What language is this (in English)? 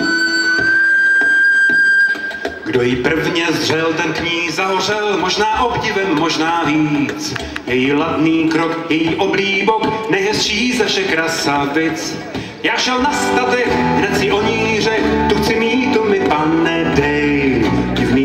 Czech